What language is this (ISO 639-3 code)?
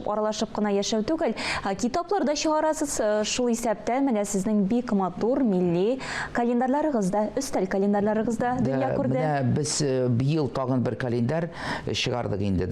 tat